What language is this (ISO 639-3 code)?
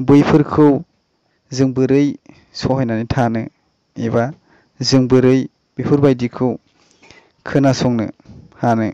brx